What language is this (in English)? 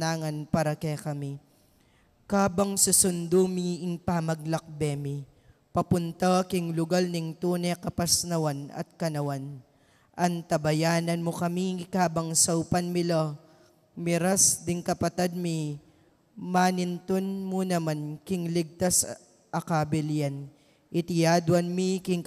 Pampanga